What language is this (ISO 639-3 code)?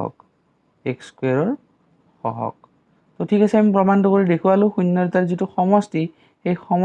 asm